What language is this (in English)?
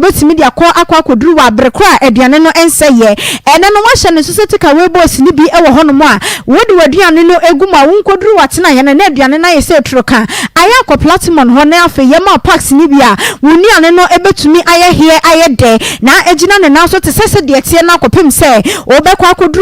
Akan